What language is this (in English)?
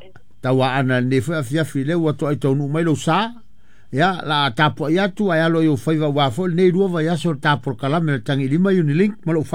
Samoan